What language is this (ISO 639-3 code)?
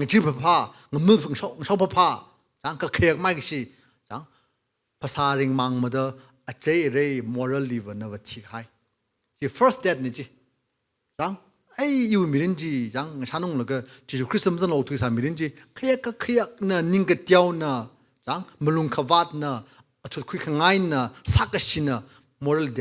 nmf